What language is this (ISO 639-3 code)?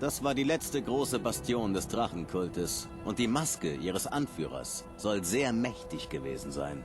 bar